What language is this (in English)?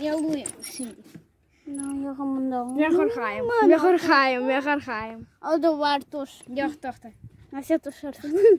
Crimean Tatar